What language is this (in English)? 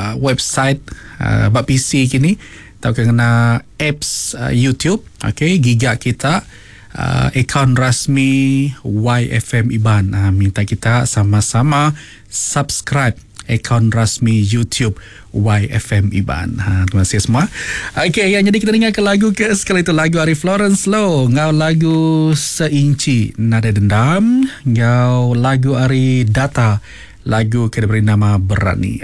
Iban